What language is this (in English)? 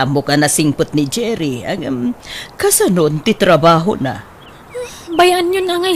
Iloko